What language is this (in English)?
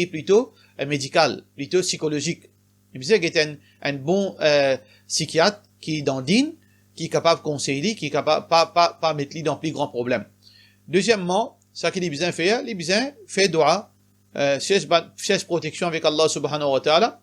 Morisyen